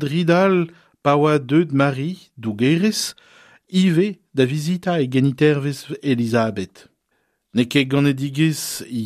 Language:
Breton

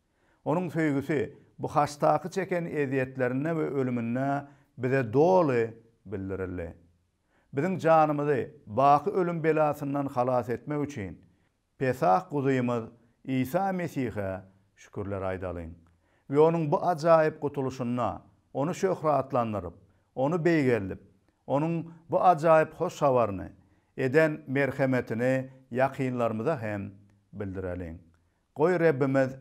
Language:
Turkmen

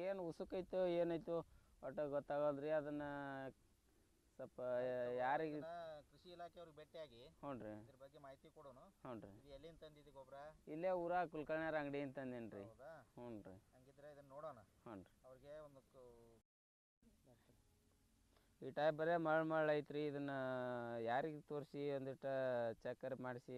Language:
Kannada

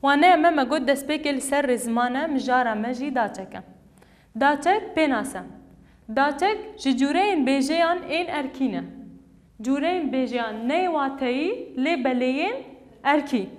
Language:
Kurdish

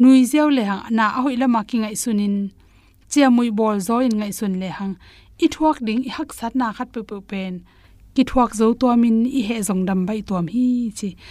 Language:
Tedim Chin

